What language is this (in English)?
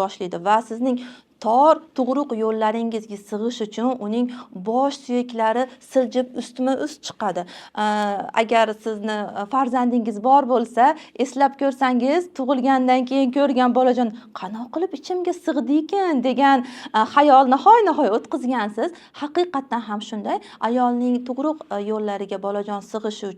Uzbek